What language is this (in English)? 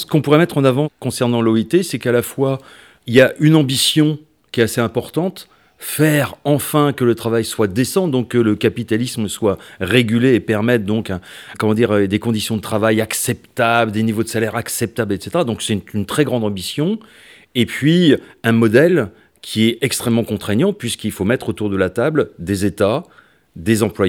French